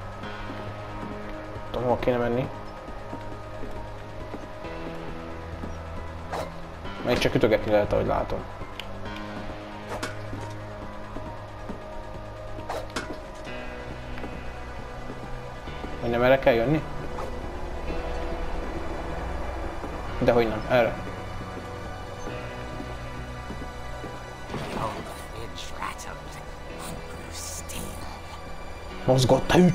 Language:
Hungarian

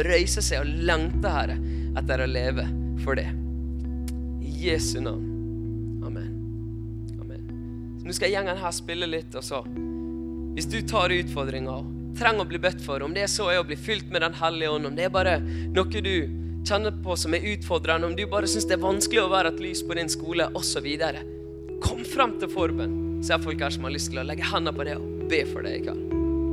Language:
Norwegian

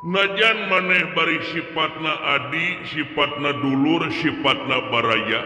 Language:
Sundanese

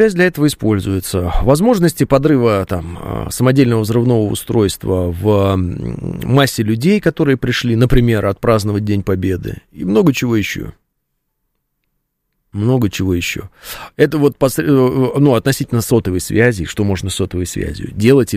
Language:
Russian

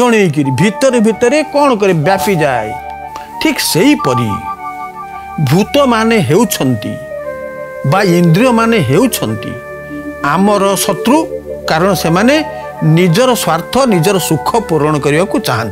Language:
Odia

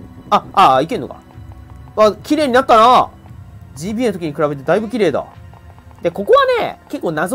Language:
Japanese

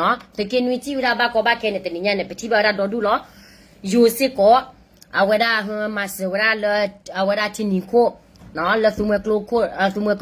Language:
S'gaw Karen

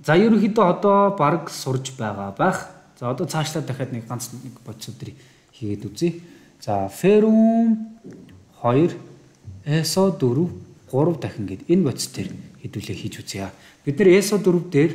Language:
Mongolian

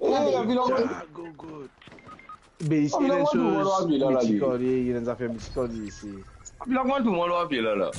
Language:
Morisyen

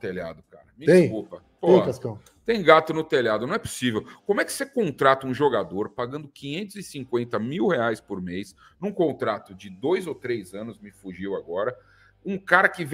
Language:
Portuguese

